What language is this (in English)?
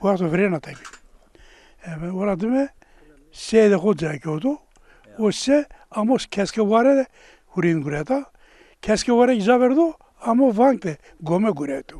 Zaza